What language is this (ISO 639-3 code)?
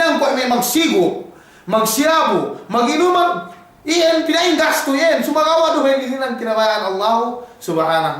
yka